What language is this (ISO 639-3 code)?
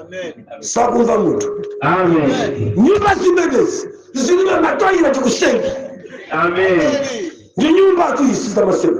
nya